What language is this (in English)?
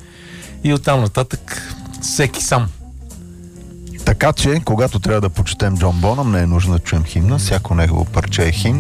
Bulgarian